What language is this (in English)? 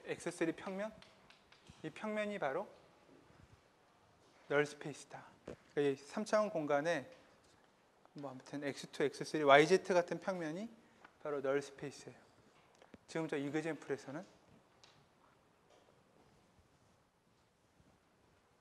Korean